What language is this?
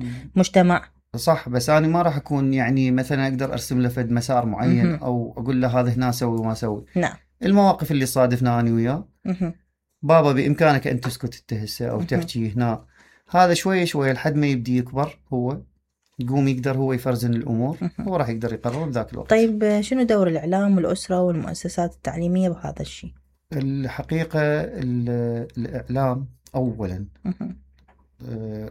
Mesopotamian Arabic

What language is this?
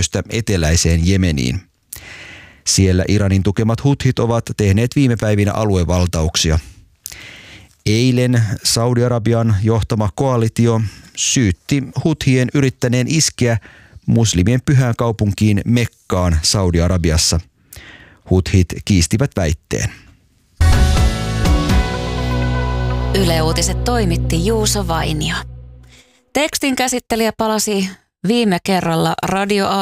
Finnish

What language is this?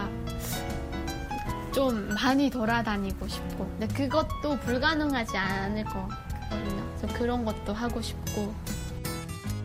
Korean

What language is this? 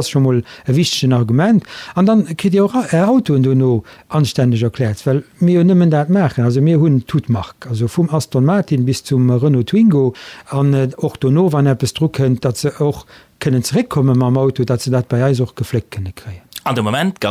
Luxembourgish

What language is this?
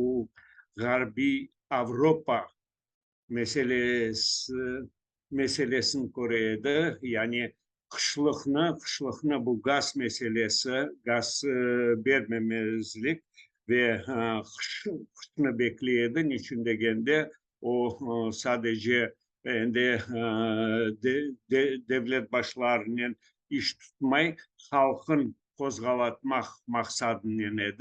Crimean Tatar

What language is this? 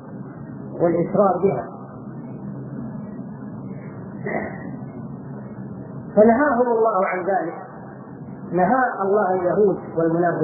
Arabic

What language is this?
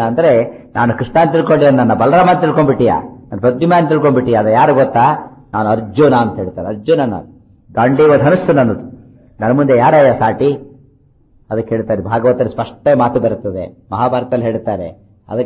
Kannada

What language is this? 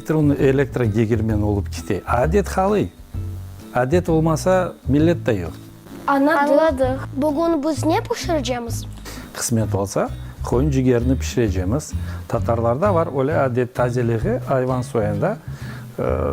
Crimean Tatar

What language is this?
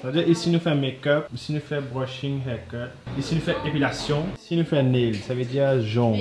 Morisyen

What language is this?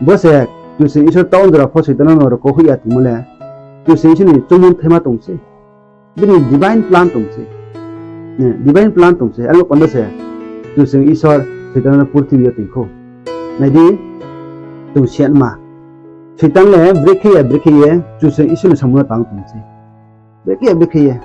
Riang (India)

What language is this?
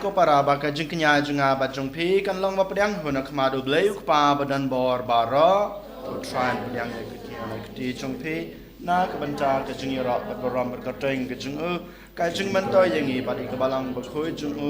Khasi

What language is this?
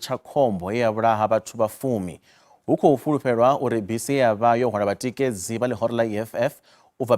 Venda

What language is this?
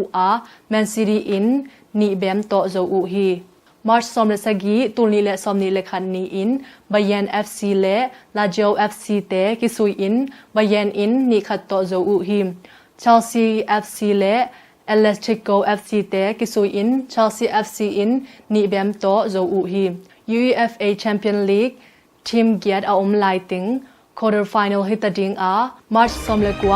Tedim Chin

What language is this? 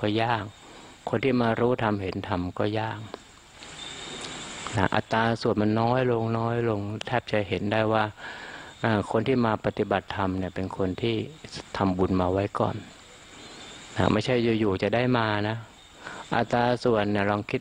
Thai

